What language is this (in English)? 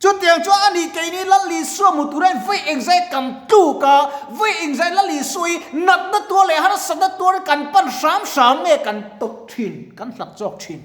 Mizo